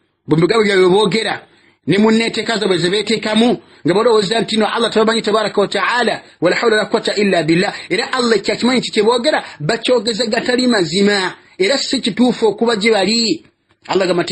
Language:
Ganda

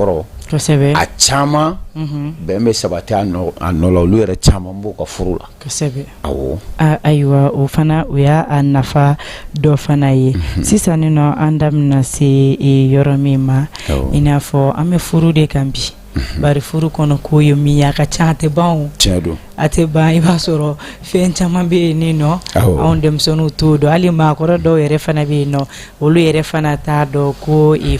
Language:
Bambara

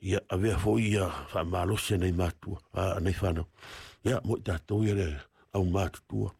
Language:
Samoan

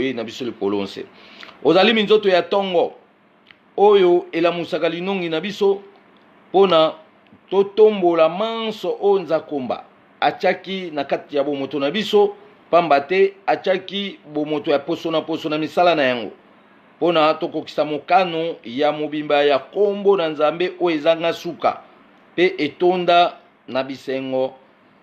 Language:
Lingala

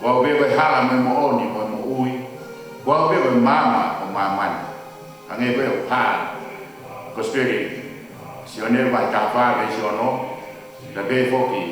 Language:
Tongan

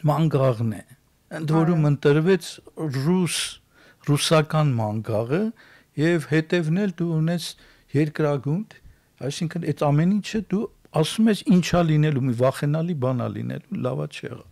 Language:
Armenian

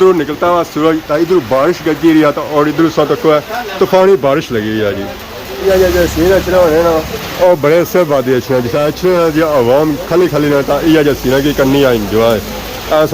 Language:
Pahari-Potwari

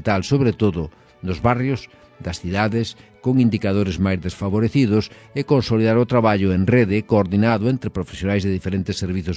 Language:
Galician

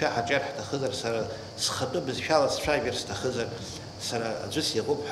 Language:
Abkhazian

